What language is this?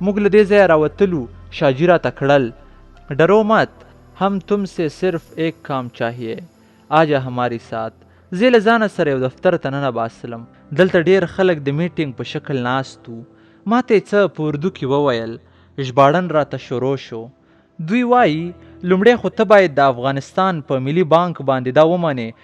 Pashto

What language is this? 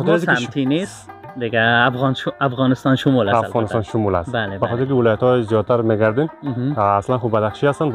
Persian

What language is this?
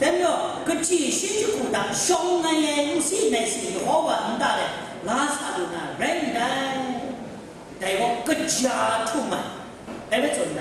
Kachin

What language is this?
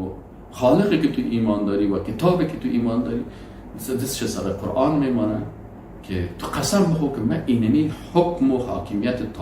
Persian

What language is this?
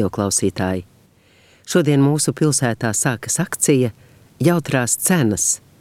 Latvian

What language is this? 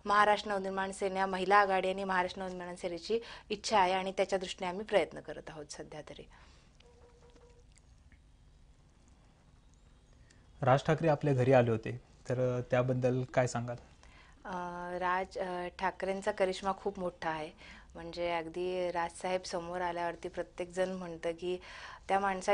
Marathi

